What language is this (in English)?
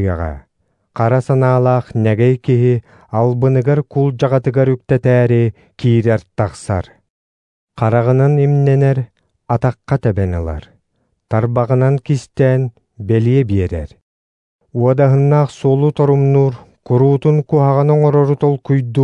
Yakut